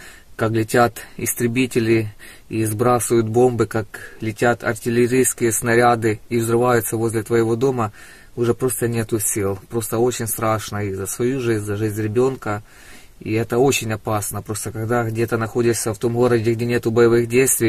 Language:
Russian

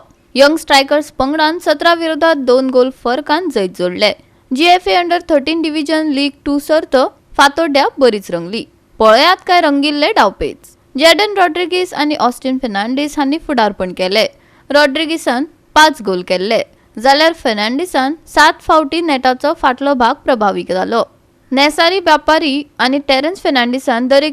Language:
Konkani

